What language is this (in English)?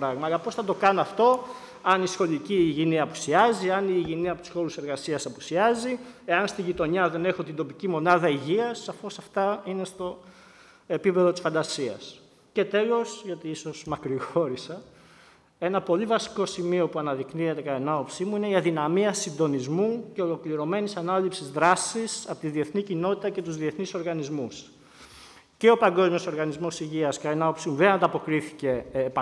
Greek